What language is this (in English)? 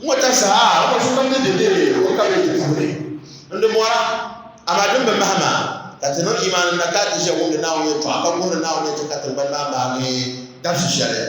Dagbani